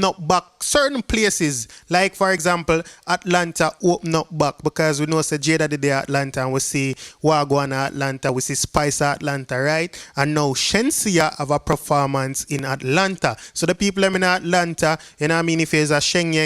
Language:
Jamaican Creole English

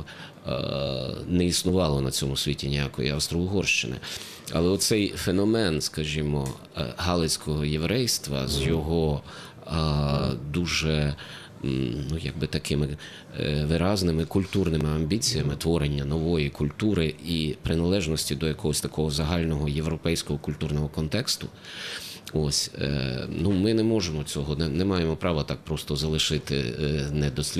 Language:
Ukrainian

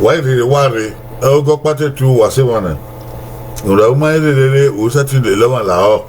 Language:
Bini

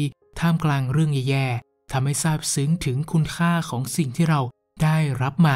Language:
Thai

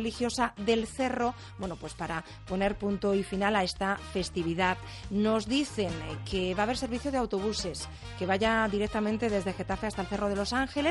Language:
Spanish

